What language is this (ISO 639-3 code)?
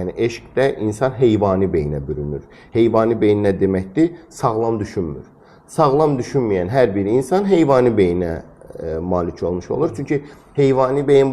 aze